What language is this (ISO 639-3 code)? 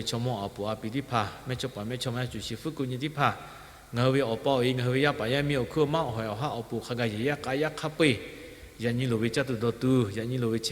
lhu